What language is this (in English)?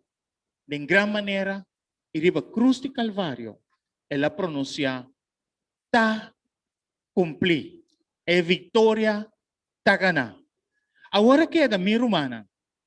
Papiamento